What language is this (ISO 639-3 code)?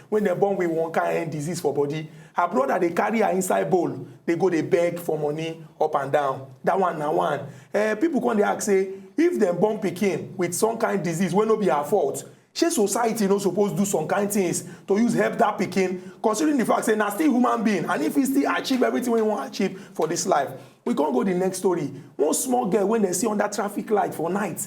pcm